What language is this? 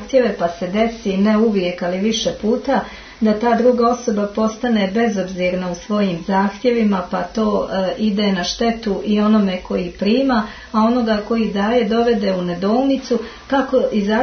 Croatian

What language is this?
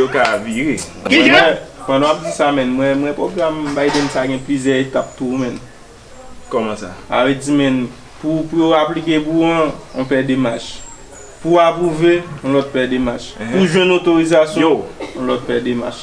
Haitian Creole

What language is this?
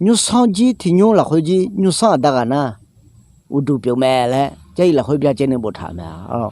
Akha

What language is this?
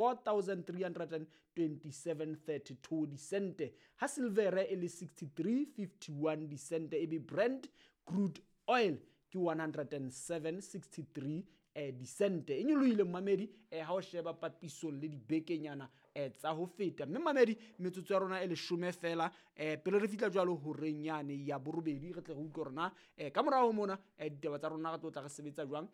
Southern Sotho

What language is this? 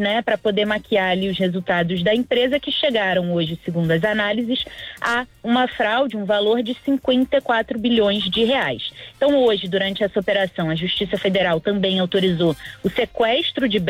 Portuguese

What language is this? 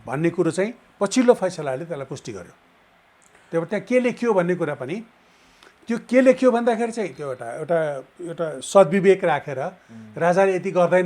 Nepali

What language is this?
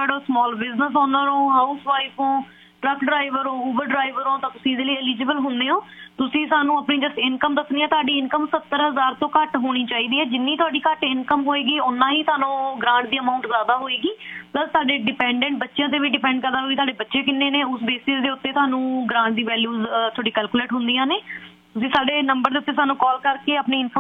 Punjabi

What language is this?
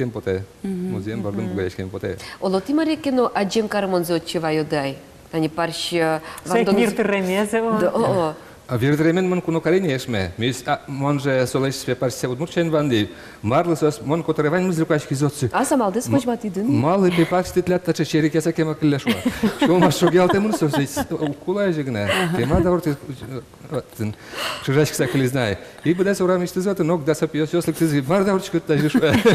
Udmurt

